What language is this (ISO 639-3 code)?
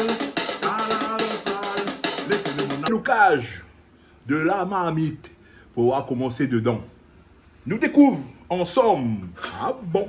rcf